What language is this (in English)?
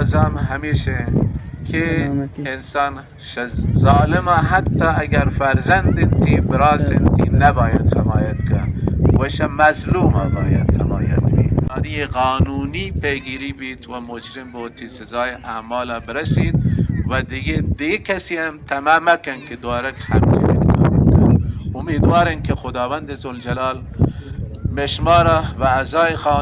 Baluchi